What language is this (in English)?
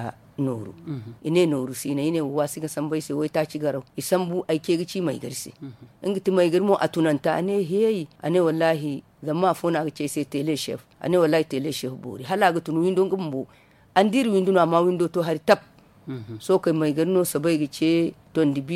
Zarma